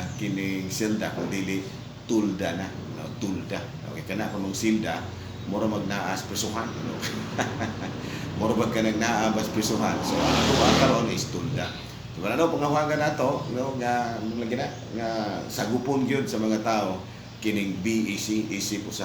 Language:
Cebuano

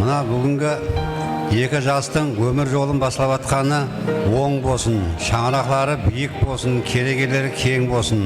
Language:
Kara-Kalpak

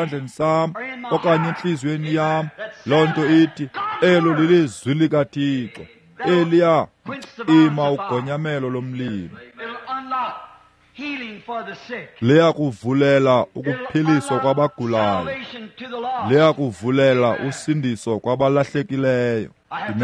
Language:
Xhosa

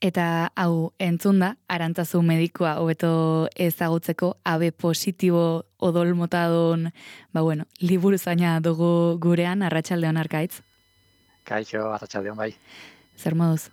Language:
Basque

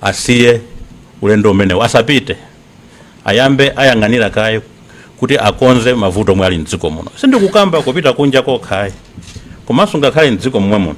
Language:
Nyanja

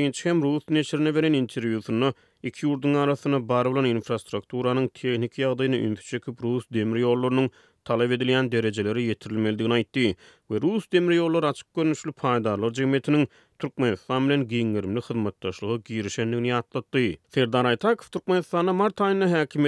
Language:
Turkmen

